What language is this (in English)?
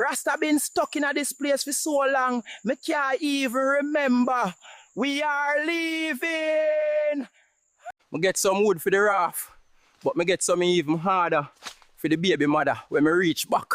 Jamaican Creole English